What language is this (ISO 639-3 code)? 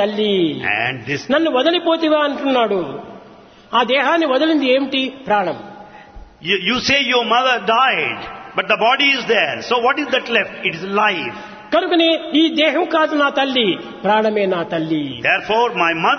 tel